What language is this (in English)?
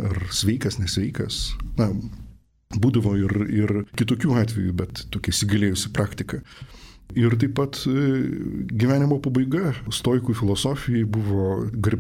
Lithuanian